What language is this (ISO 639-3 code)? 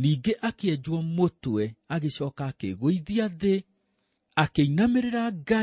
kik